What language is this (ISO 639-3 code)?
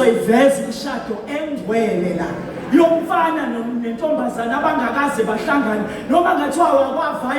zul